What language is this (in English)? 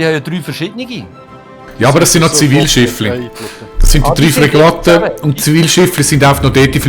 Swiss German